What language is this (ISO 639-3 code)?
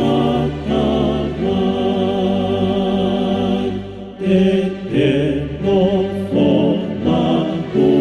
ton